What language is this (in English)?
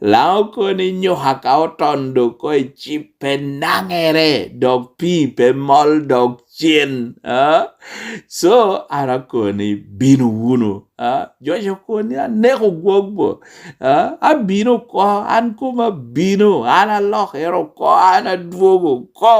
Lango (Uganda)